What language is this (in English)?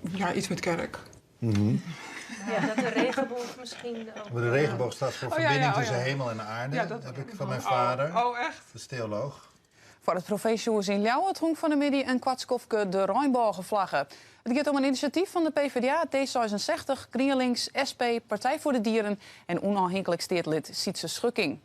Western Frisian